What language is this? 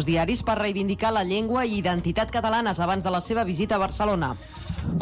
Catalan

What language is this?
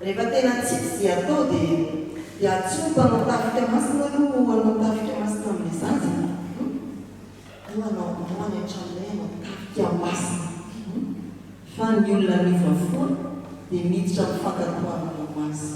Malagasy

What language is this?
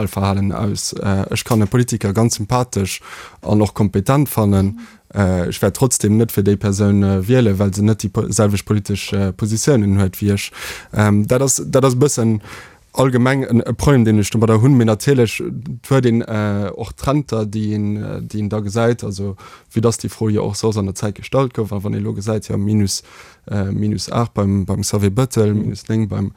Luxembourgish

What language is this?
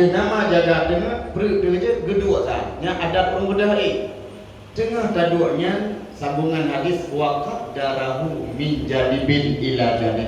Achinese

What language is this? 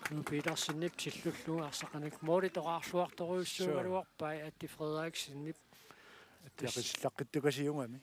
Kalaallisut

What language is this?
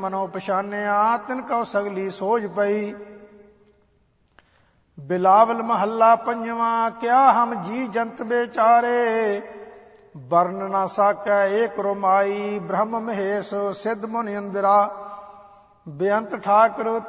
Punjabi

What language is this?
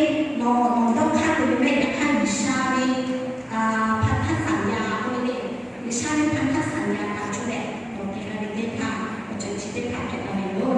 Lahu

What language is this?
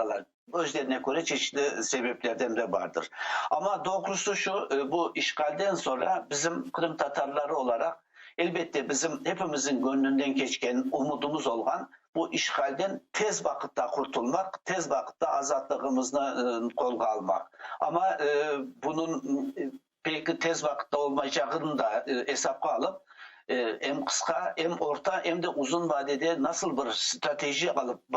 Crimean Tatar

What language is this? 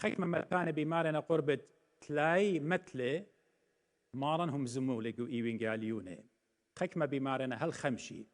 Assyrian Neo-Aramaic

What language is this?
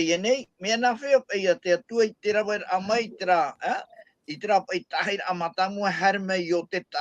Tahitian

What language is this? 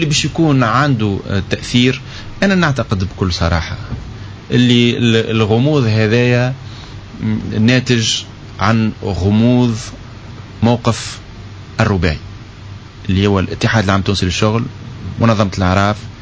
Tunisian Arabic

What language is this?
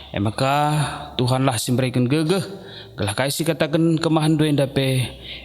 Batak Karo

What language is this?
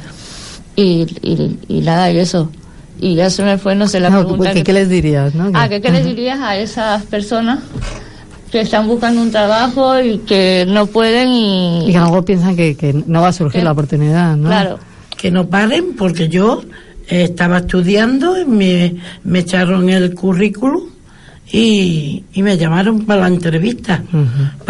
Spanish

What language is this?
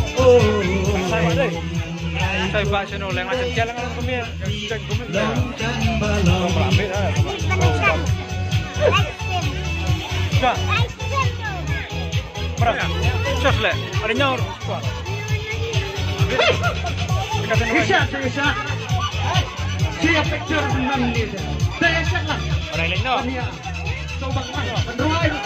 Malay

